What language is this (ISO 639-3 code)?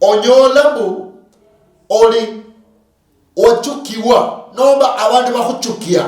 luy